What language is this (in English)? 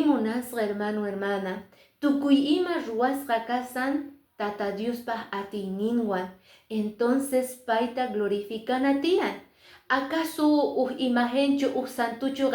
Quechua